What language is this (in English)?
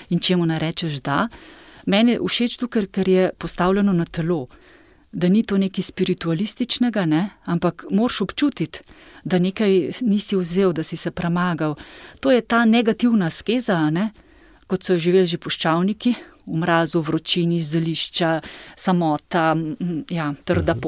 Slovenian